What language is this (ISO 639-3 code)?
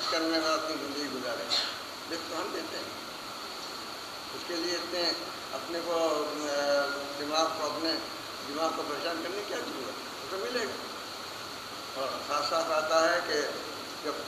urd